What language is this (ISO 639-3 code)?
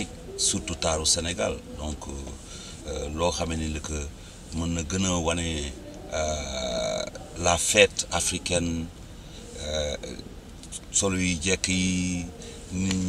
wol